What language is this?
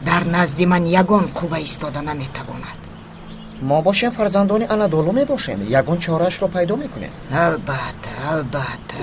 Tajik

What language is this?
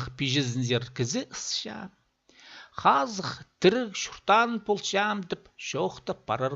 Khakas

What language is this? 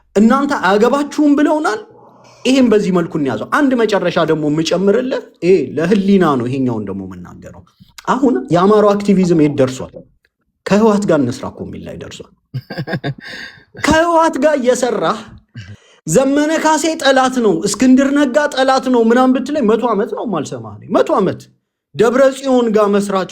Amharic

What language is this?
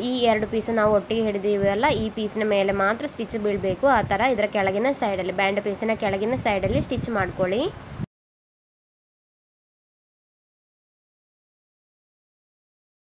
Kannada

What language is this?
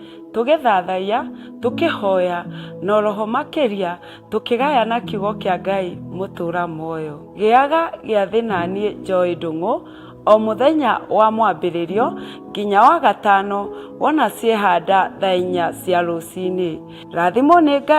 Kikuyu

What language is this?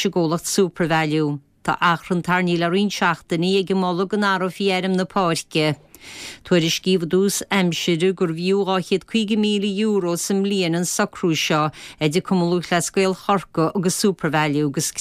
Irish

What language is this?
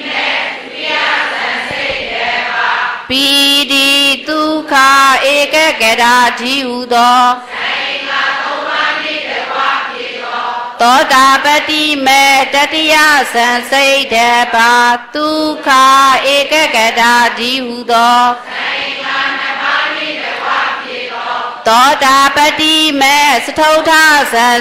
Burmese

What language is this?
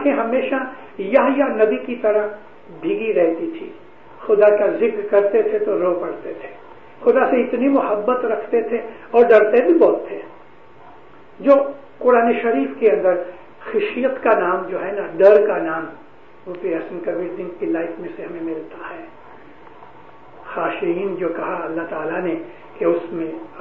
Urdu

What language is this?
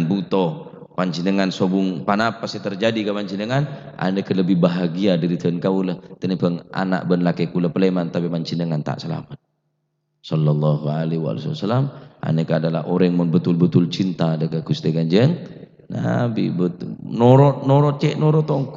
Madurese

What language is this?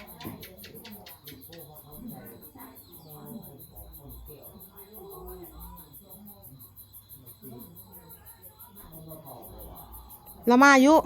Northeastern Thai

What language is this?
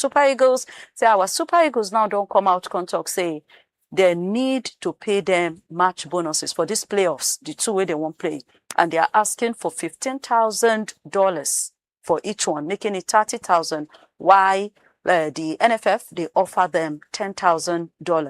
Nigerian Pidgin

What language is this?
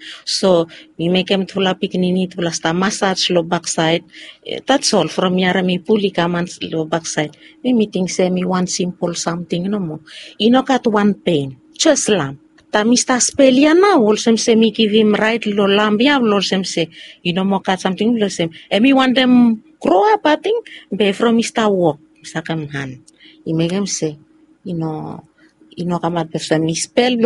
Bislama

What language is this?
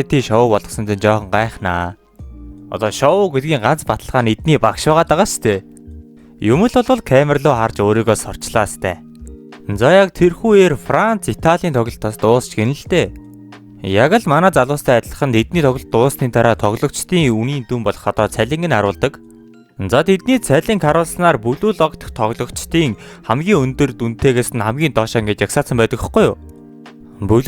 Mongolian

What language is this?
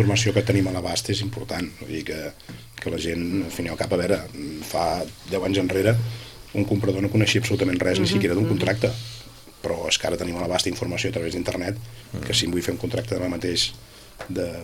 Catalan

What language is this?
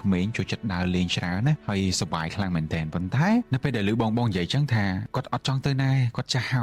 Khmer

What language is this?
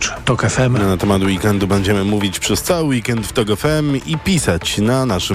Polish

